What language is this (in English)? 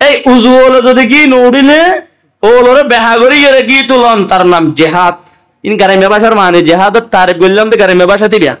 Rohingya